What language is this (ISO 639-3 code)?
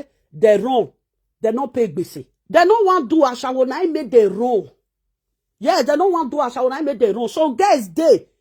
pcm